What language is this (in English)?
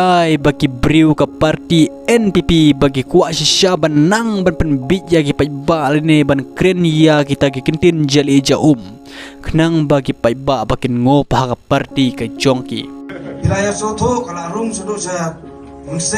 Khasi